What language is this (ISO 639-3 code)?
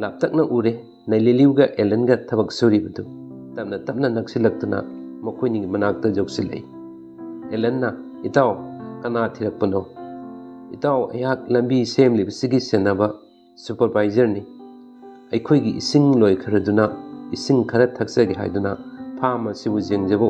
mni